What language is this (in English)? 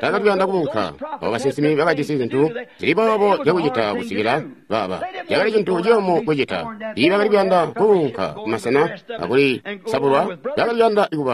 Tonga (Zambia)